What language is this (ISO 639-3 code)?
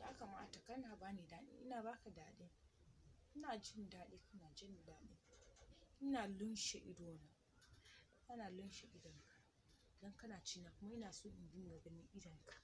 hau